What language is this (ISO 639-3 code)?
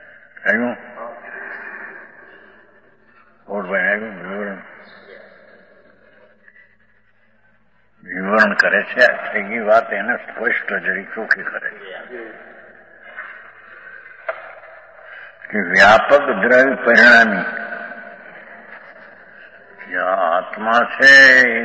guj